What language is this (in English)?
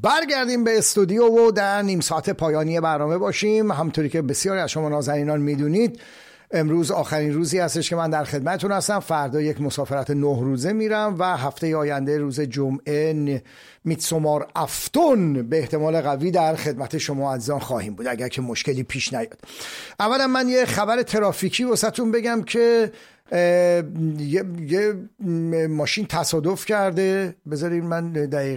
Persian